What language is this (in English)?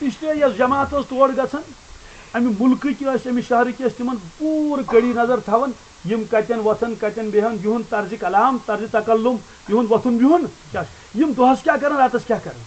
Kashmiri